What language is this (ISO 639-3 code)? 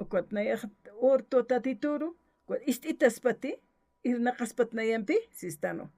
aym